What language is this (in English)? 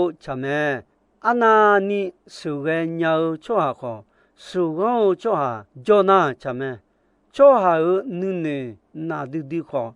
Akha